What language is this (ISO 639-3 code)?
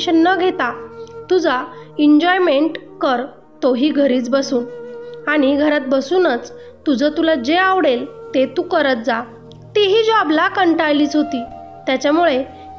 mar